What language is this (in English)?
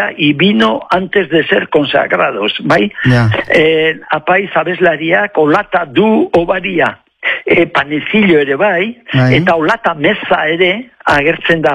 Basque